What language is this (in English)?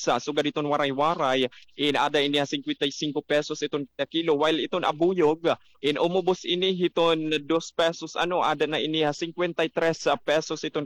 Waray